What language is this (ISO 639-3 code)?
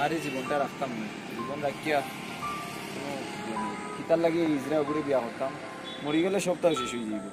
syl